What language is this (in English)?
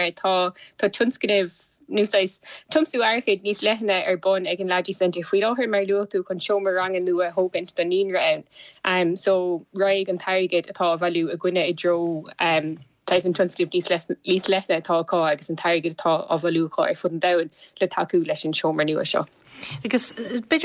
Irish